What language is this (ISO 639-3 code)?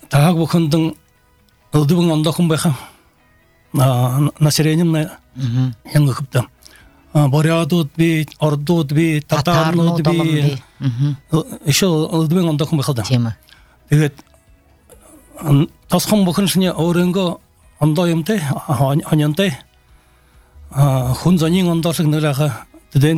bua